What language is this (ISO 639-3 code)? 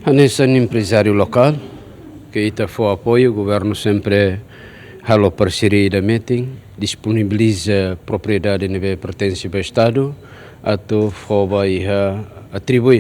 tet